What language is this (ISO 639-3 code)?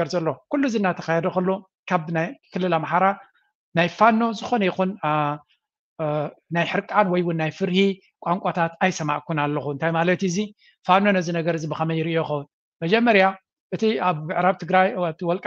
tir